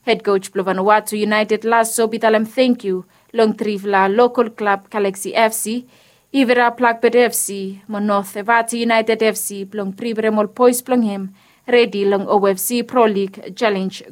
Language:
Bislama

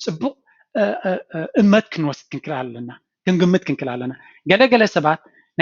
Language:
Tigrinya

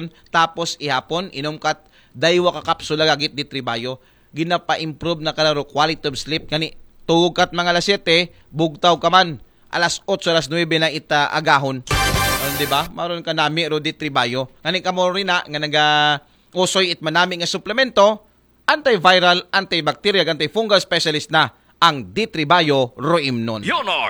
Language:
Aklanon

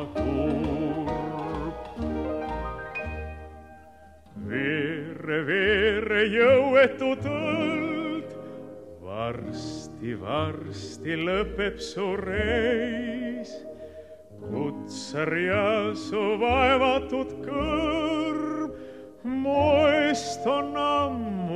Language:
Estonian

